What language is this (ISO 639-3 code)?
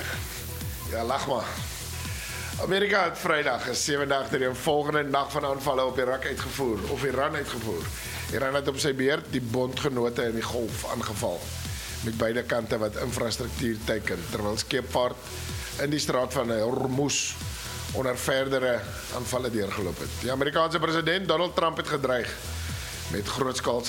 afr